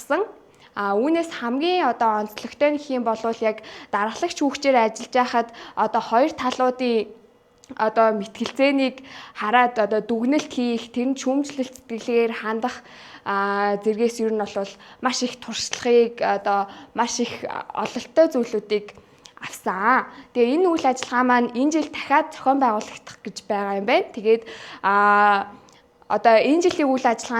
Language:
Mongolian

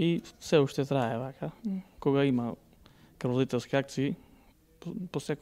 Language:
Macedonian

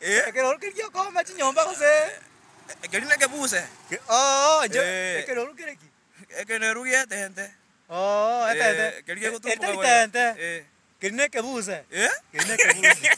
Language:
Gusii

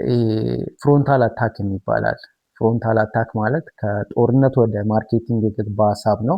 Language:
Amharic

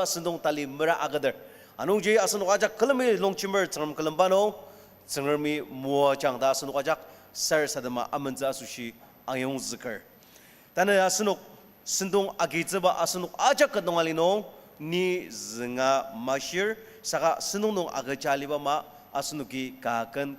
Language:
Ao Naga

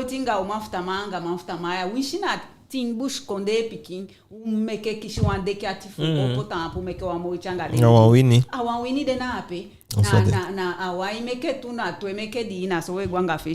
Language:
Eastern Maroon Creole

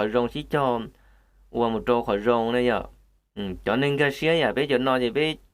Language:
Hmong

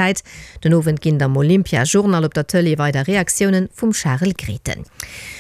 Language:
Luxembourgish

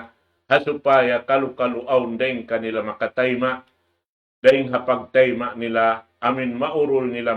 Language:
Tausug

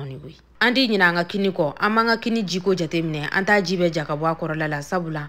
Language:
Bambara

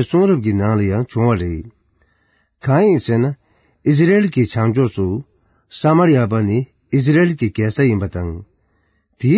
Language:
Tibetan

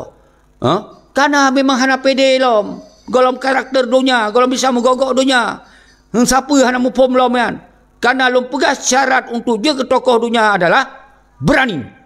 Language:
Achinese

